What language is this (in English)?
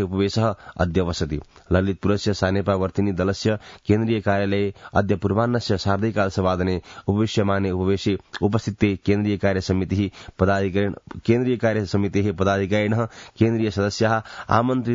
Sanskrit